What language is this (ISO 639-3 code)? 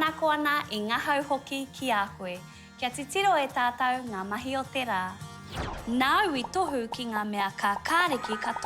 mri